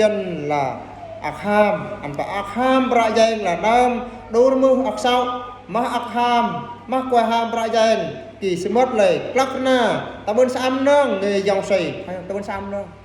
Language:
Eastern Bru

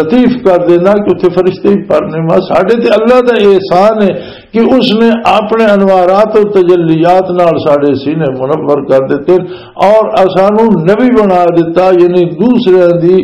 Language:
Western Panjabi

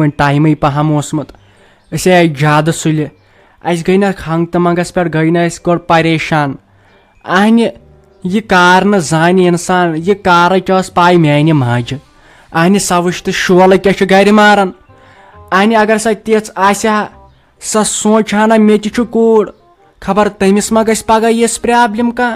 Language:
Kashmiri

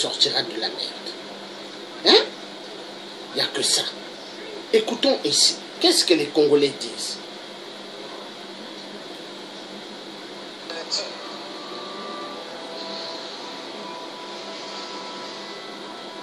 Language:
French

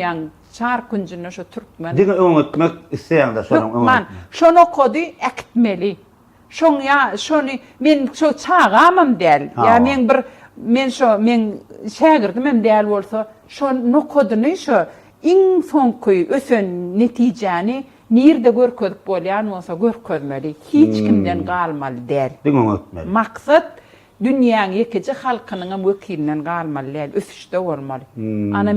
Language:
Turkmen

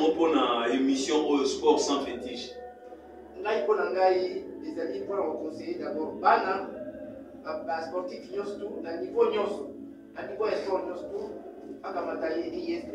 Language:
Lingala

